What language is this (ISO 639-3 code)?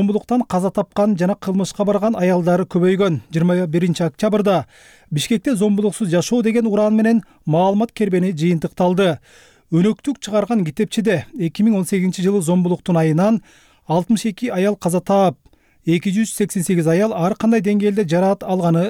kir